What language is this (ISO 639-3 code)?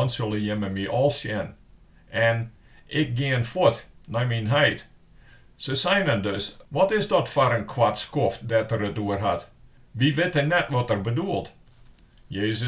fry